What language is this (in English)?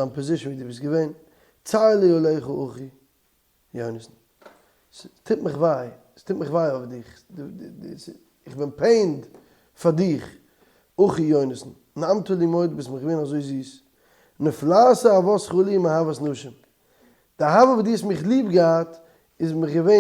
Yiddish